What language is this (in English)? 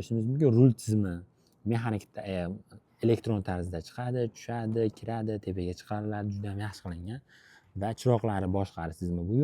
Uzbek